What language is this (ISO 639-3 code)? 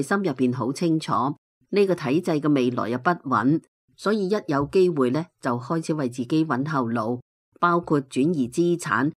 yue